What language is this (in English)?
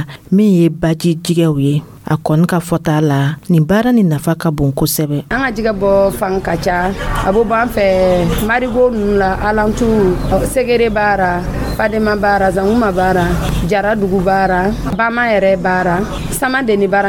Dyula